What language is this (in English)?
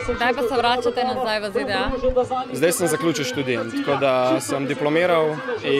Slovenian